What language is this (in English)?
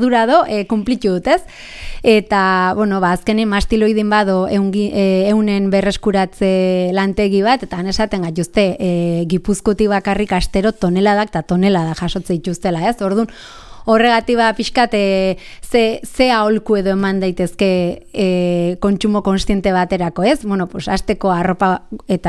Basque